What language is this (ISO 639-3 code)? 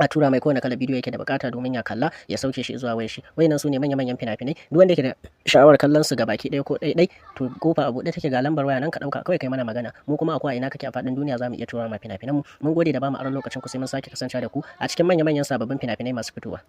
hau